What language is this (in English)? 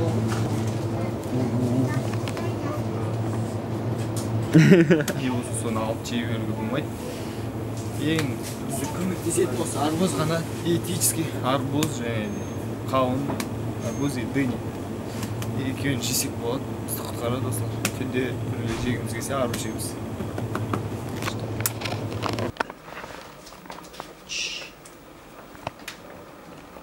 Kazakh